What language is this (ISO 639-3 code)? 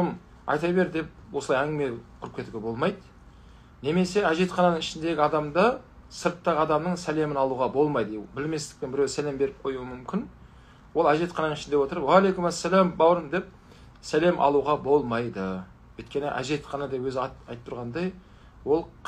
kaz